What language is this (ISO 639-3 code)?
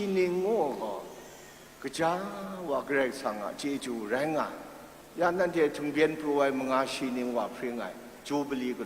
kac